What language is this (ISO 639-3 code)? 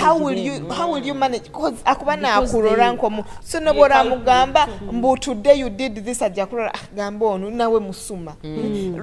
nyo